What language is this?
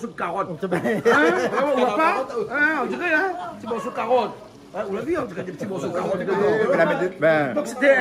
Réunion Creole French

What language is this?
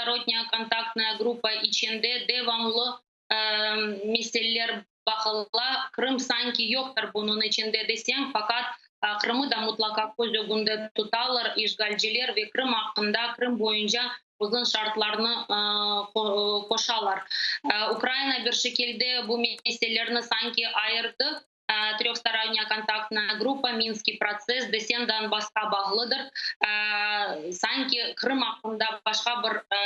Crimean Tatar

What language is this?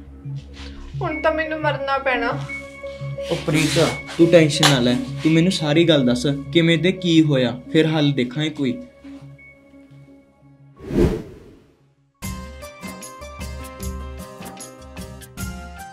Punjabi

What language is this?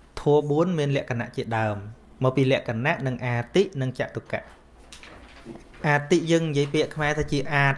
Khmer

